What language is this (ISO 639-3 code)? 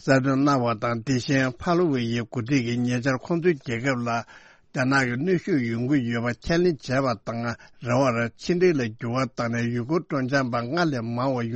bod